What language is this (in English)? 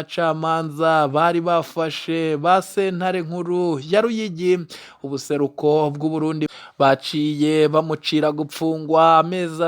Rundi